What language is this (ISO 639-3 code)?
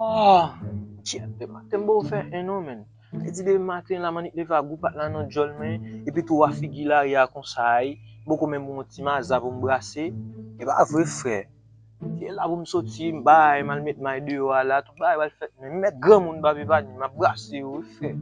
hat